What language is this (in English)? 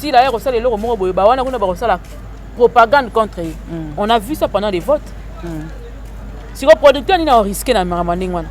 Lingala